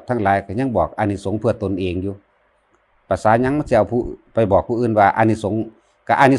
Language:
Lao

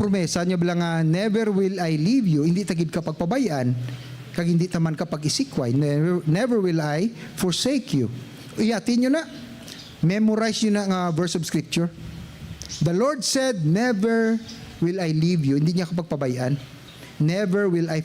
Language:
Hiligaynon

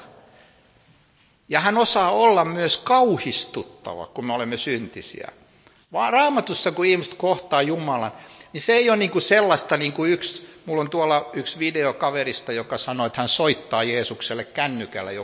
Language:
Finnish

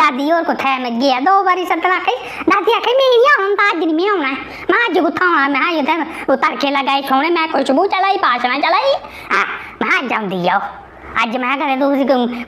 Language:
Dogri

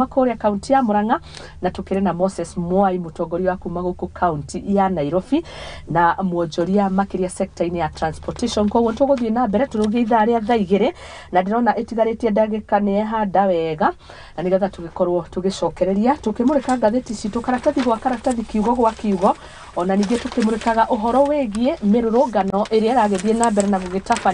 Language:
Kikuyu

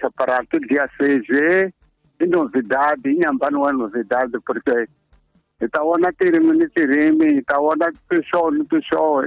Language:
Tsonga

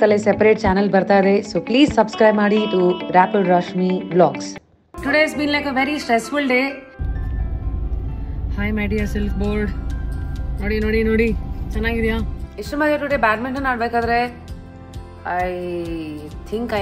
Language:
Kannada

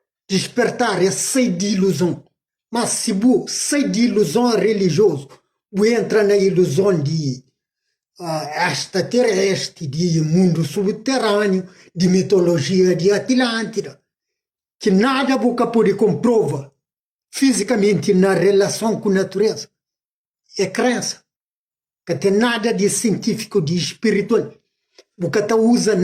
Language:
Kabuverdianu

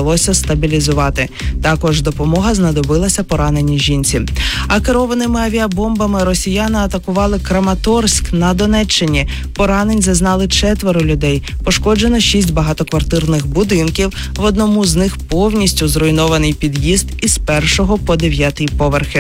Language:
Ukrainian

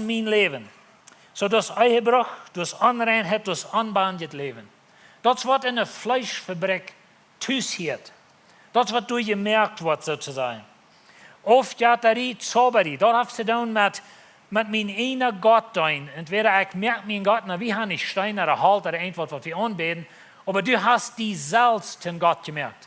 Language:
Plautdietsch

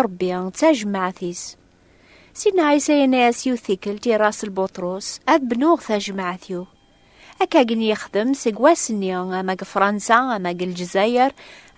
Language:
Kabyle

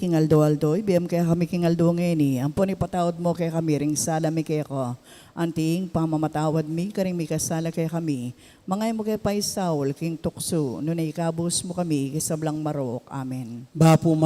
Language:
Pampanga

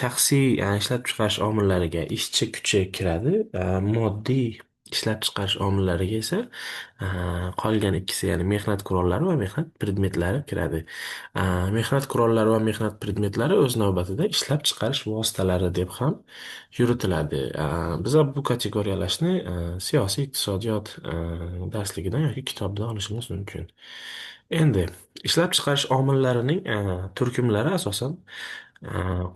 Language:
Uzbek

